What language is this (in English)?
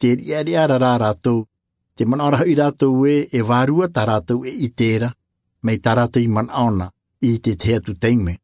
Tahitian